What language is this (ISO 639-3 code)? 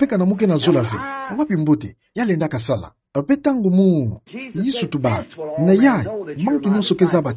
ktu